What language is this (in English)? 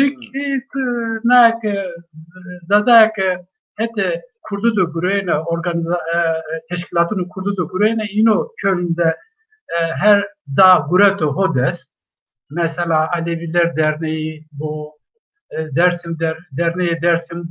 Zaza